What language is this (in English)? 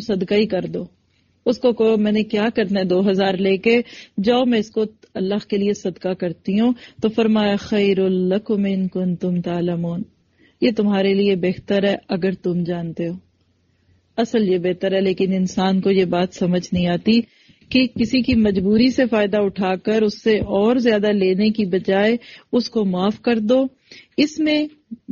Urdu